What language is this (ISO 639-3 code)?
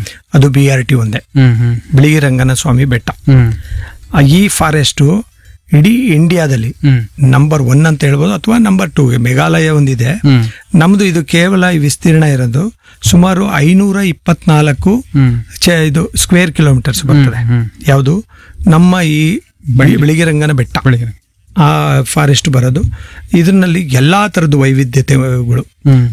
kan